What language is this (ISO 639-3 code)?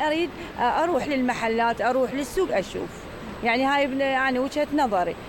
acm